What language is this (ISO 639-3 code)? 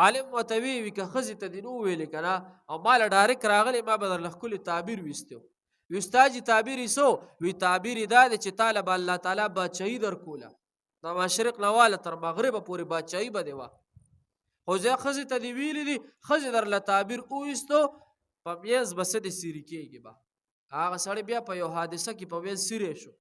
pus